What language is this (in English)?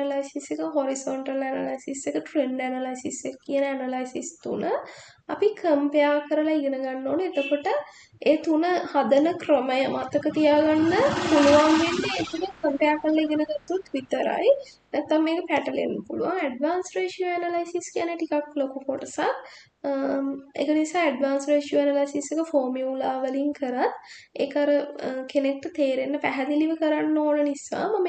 Sinhala